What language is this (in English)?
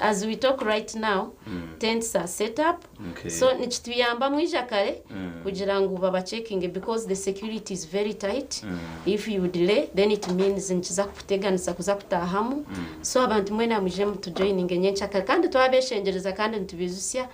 Nyankole